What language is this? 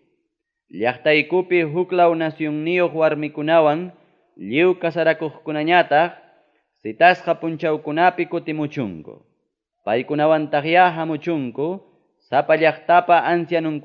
Ayacucho Quechua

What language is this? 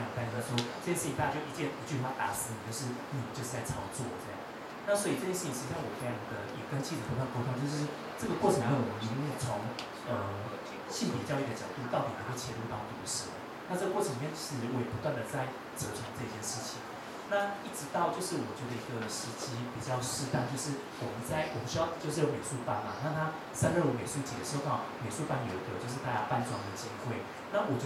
Chinese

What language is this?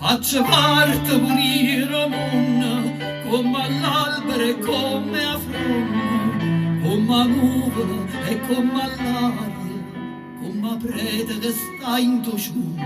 Neapolitan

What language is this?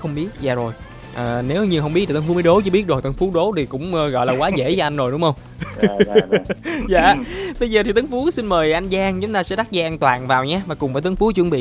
Vietnamese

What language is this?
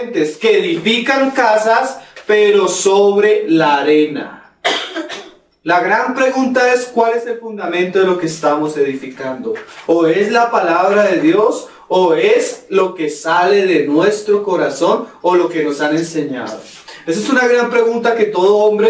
Spanish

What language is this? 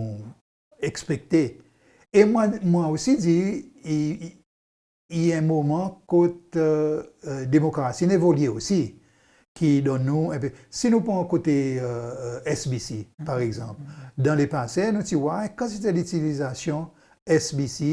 Seselwa Creole French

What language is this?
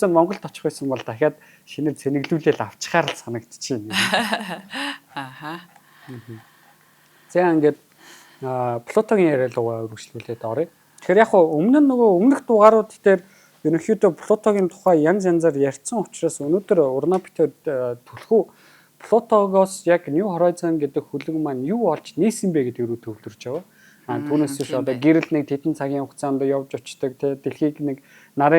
Mongolian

